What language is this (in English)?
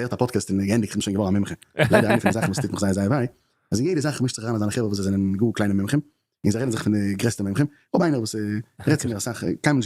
Yiddish